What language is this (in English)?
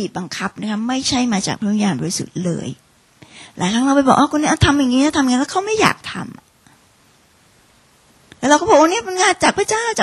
Thai